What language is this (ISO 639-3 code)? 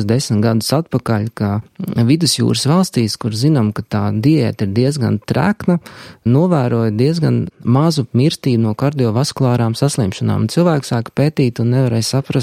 lav